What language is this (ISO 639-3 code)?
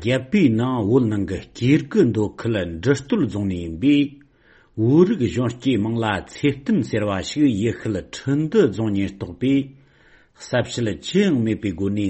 bod